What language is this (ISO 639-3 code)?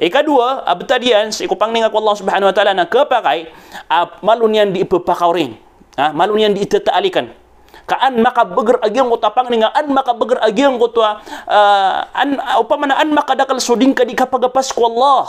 mrw